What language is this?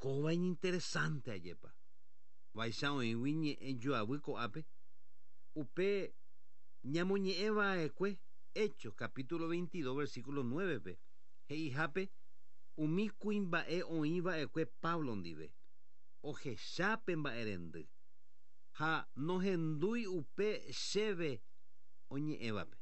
Guarani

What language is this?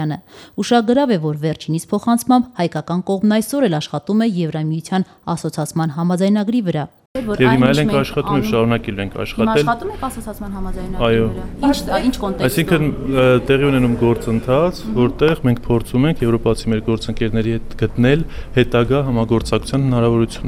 Armenian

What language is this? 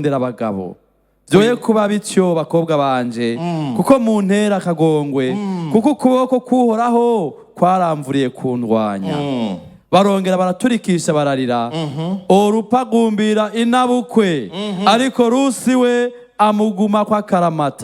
Rundi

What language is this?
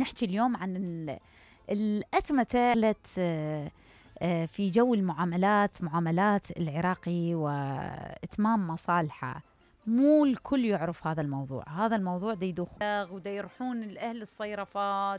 Mesopotamian Arabic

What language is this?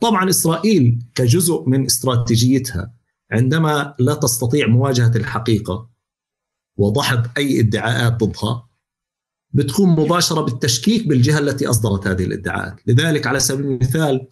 North Levantine Arabic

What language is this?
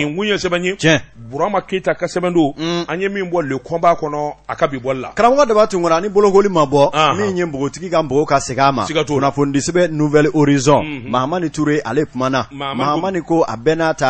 Bambara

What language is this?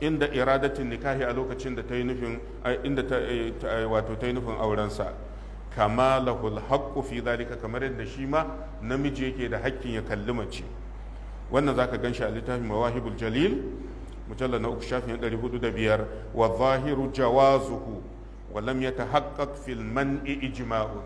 Hausa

